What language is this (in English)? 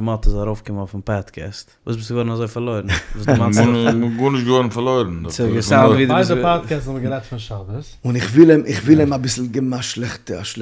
Yiddish